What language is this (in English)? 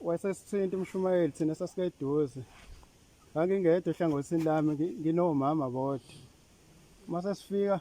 Zulu